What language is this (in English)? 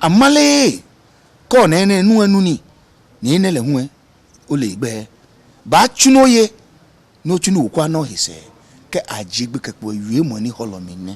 Ga